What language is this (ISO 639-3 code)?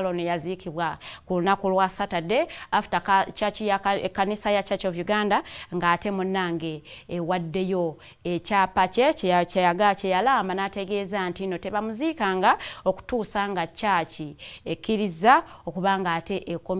lug